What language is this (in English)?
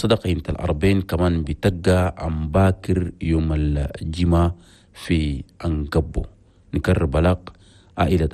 Chadian Arabic